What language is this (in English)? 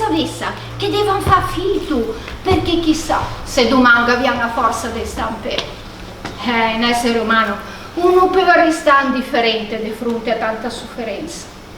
Ligurian